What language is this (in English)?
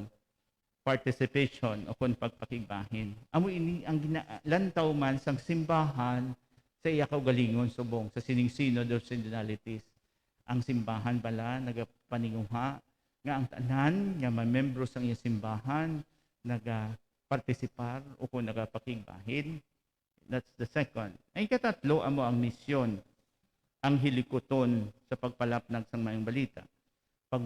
Hiligaynon